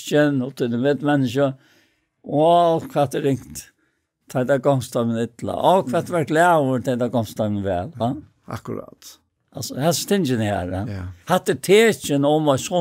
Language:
Faroese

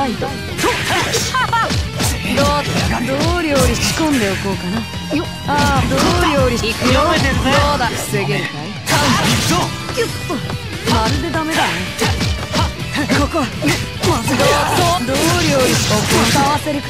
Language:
Japanese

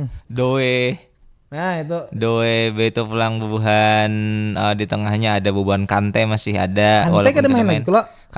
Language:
Banjar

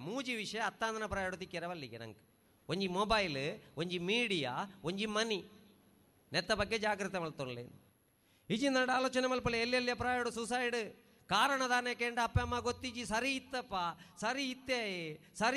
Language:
Tulu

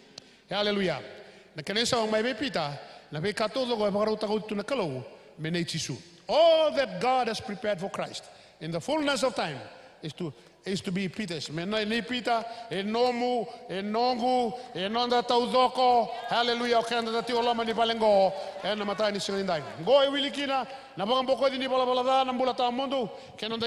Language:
Fijian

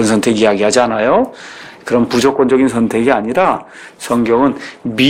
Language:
Korean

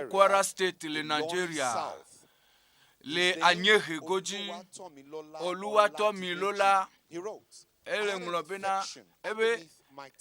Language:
Ewe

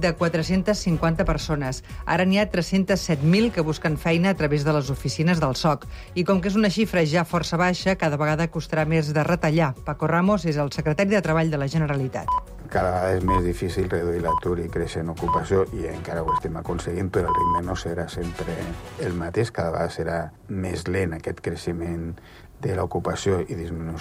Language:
Catalan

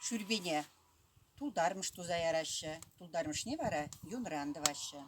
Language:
Chuvash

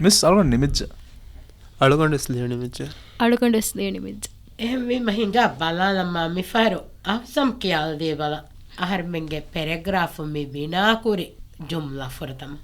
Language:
Divehi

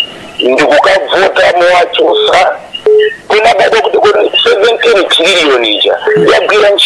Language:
Nyanja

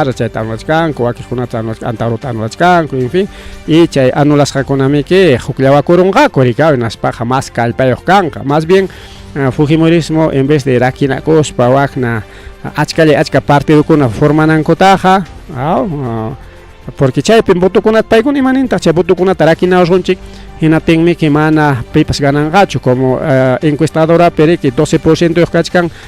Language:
Ayacucho Quechua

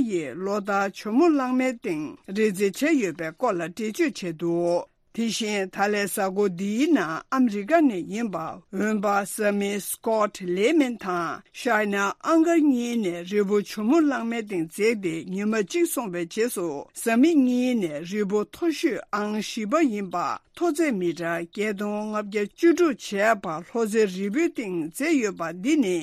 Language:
Tibetan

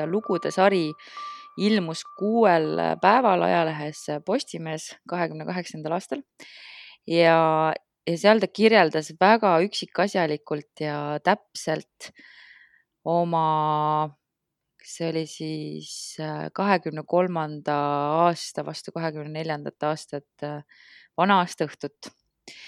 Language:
Estonian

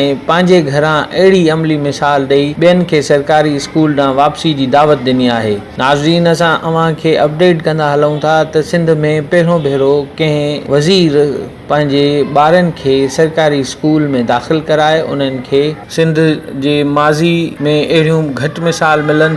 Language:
Sindhi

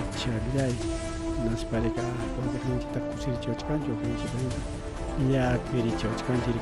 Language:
Ayacucho Quechua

